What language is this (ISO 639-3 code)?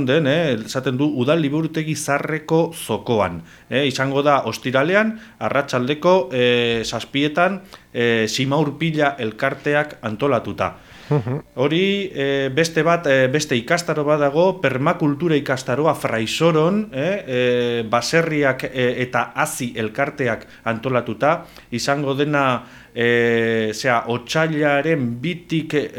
eus